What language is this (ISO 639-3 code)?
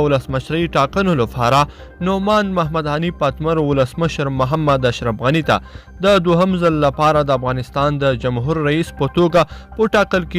pus